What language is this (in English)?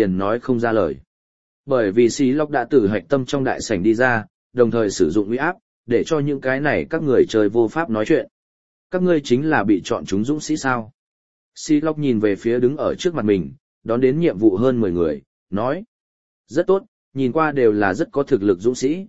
Vietnamese